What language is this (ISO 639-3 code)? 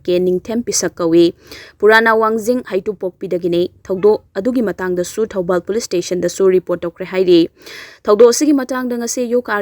mni